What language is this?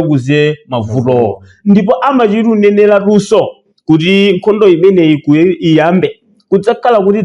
Nyanja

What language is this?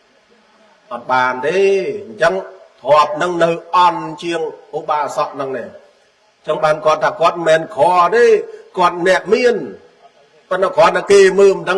Khmer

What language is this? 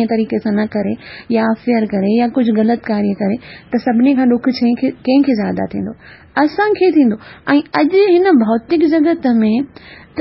Sindhi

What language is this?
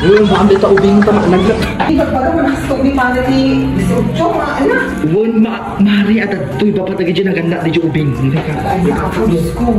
Iloko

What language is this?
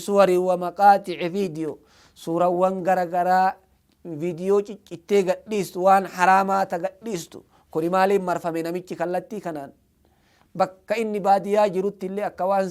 Oromo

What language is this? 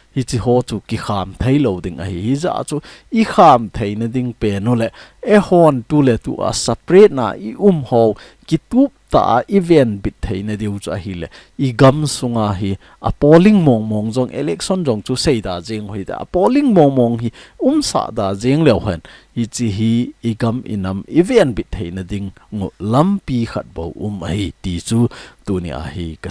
Thado Chin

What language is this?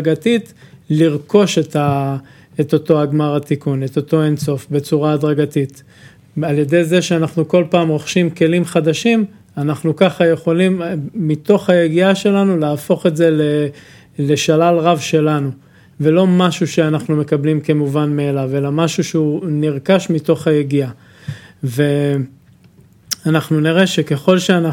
Hebrew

